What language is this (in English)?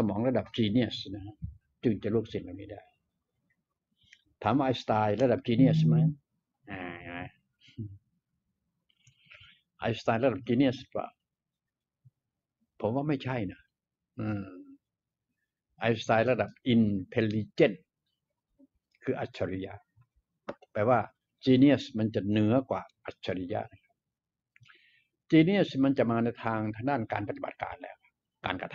Thai